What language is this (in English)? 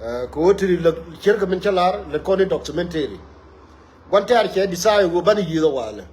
Nuer